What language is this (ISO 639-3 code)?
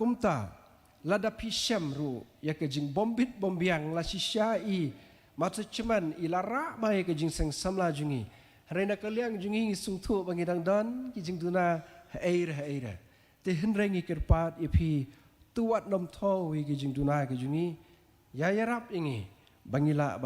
kha